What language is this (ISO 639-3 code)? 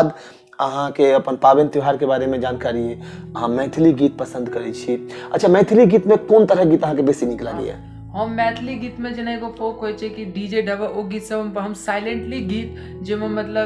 mai